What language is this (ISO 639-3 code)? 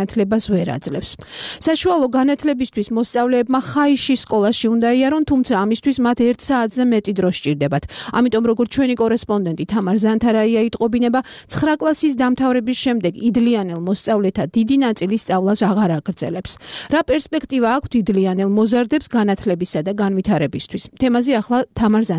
kat